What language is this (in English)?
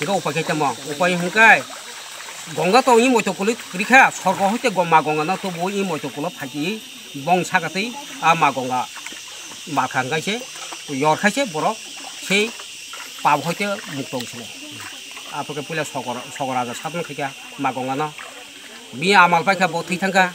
Kok Borok